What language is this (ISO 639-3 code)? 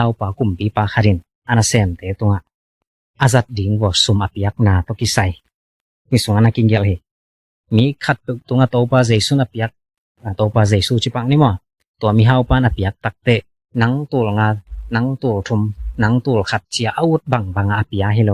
ctd